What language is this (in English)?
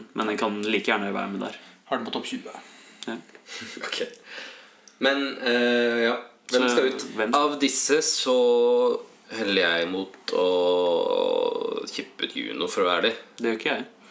Norwegian